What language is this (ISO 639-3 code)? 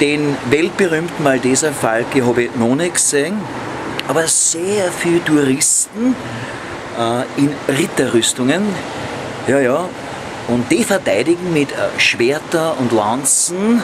bar